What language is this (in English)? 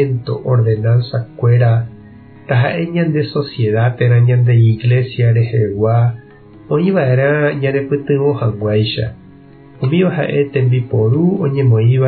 Guarani